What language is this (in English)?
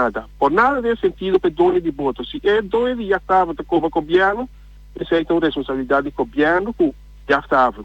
Papiamento